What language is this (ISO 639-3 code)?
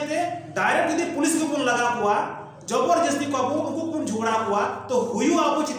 sat